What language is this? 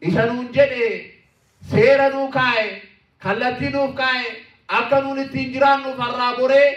Oromo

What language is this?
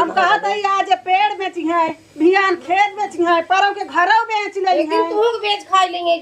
Awadhi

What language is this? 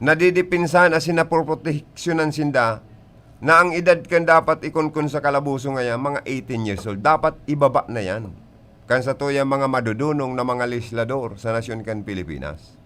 Bikol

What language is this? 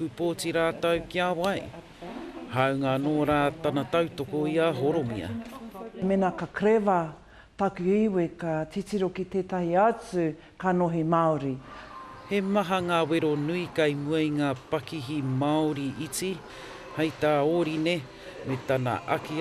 Māori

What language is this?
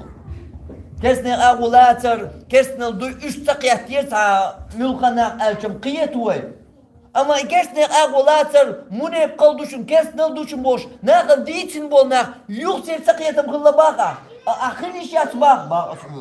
Chechen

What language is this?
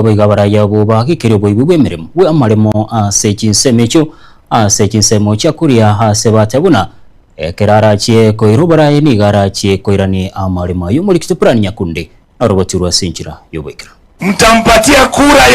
Gusii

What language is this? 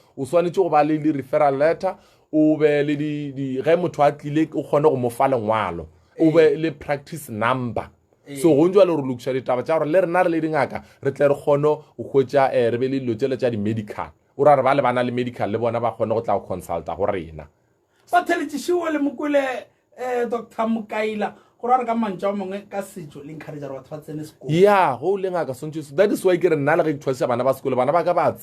Northern Sotho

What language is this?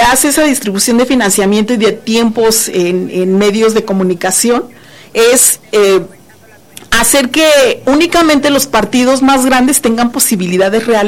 Spanish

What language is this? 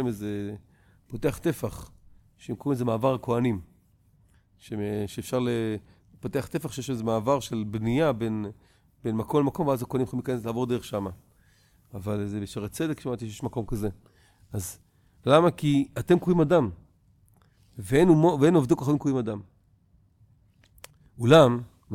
Hebrew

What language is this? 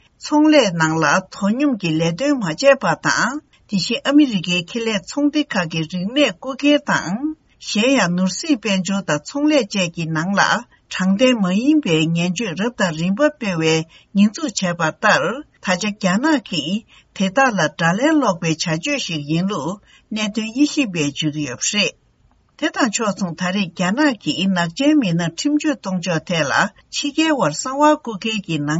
Tibetan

